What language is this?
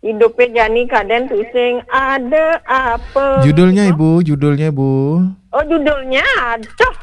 Balinese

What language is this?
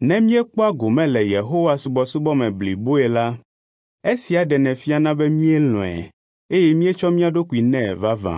Ewe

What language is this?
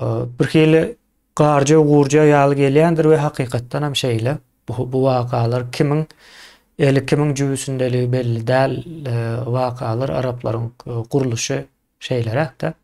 Turkmen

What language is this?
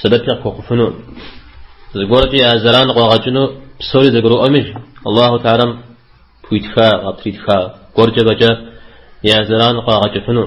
Kabardian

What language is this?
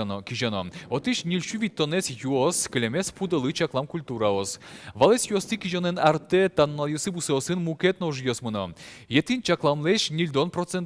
Udmurt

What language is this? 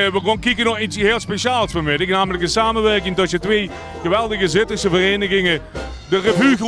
Limburgish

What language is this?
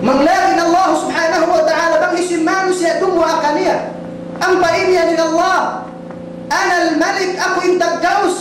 Tausug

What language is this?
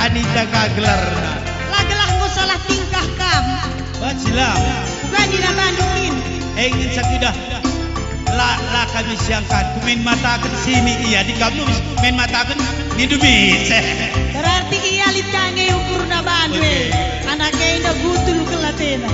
Batak Karo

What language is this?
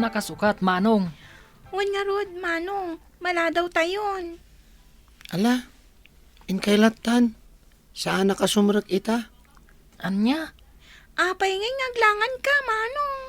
Iloko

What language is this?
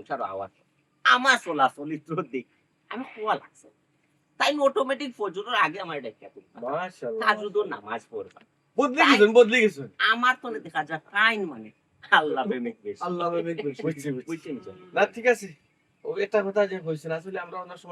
Sylheti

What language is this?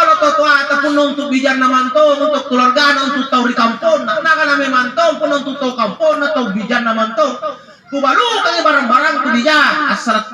Makasar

